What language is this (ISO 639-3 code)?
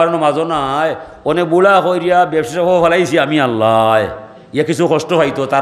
syl